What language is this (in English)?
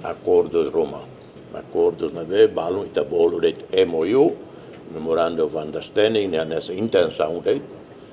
Tetum